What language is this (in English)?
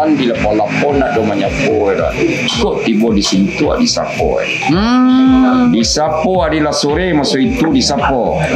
Minangkabau